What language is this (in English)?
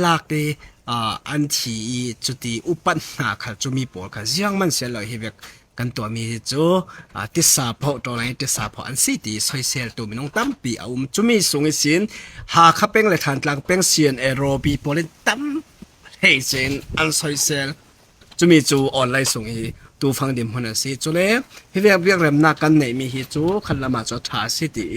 Falam Chin